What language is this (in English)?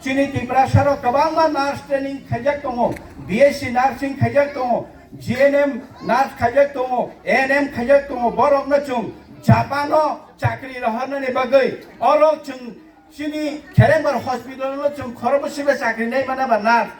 Kok Borok